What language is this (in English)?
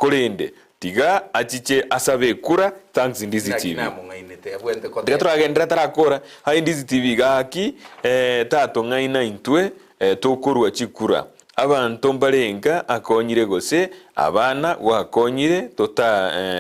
Gusii